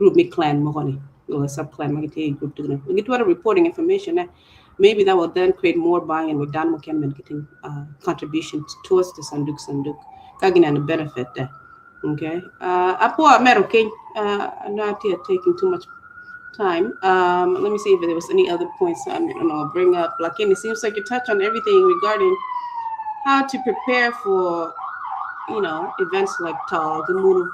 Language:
Acoli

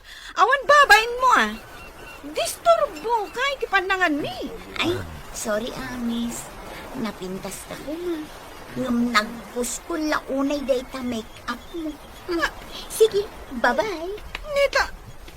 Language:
Iloko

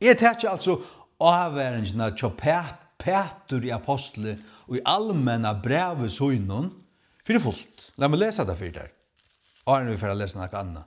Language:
Faroese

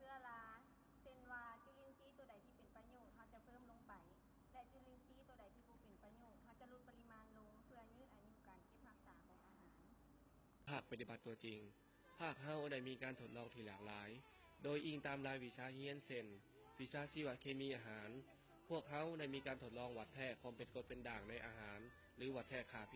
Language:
Lao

